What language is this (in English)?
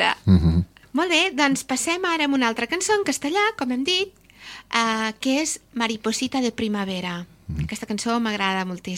Catalan